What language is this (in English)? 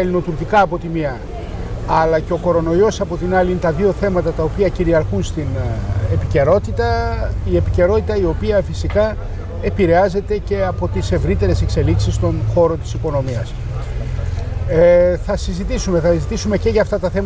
Greek